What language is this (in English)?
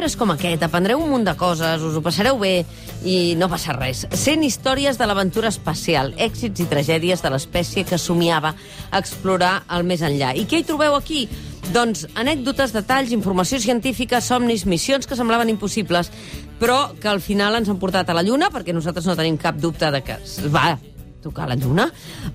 Catalan